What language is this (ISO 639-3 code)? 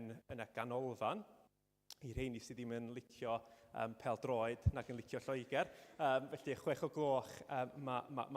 cym